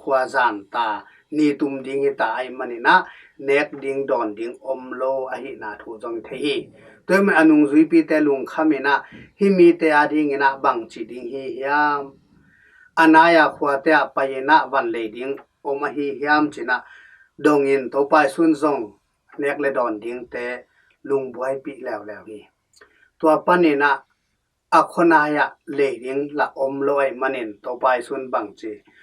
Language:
Tedim Chin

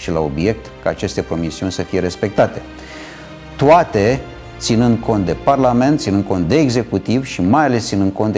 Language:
Romanian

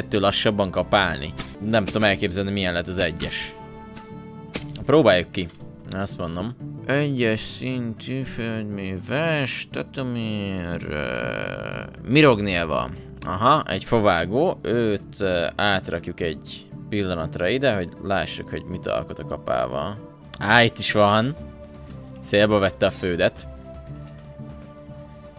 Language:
Hungarian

